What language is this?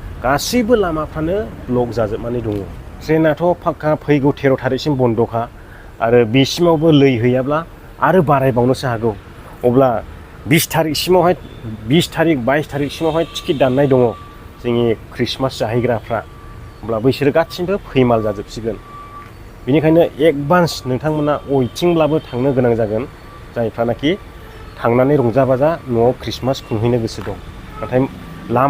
Bodo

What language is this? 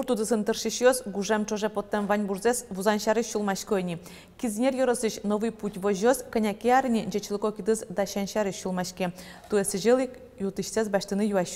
Udmurt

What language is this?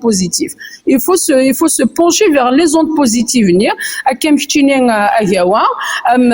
Kabyle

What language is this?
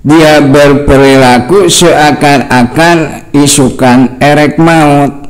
Sundanese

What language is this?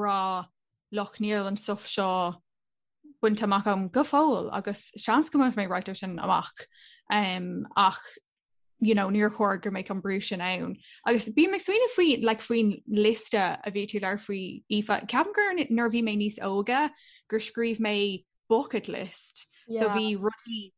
Irish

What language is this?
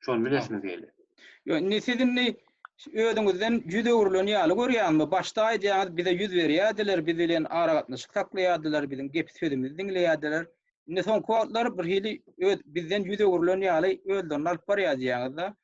Turkmen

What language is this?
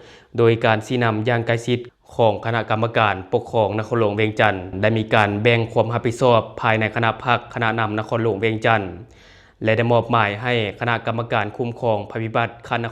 Lao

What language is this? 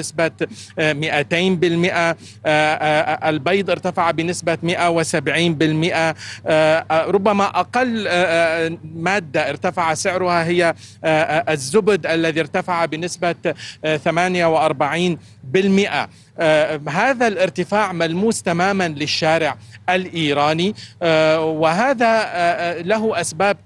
Arabic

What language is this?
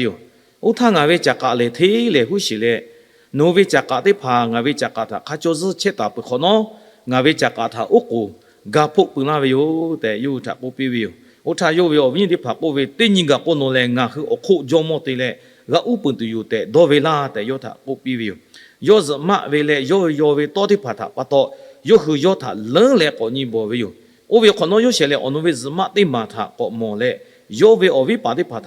Lahu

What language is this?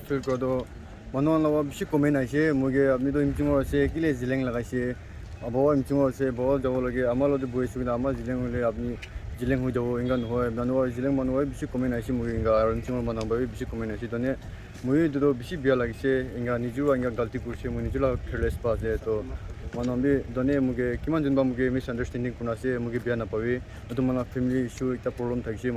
Naga Pidgin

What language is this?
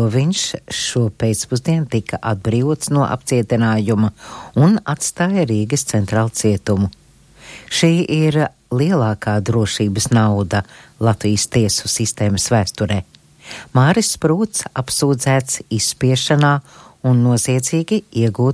Latvian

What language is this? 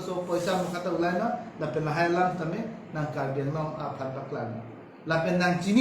Karbi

